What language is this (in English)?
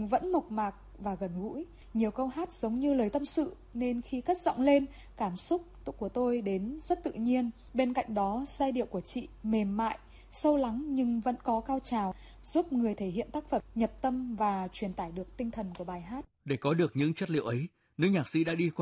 Vietnamese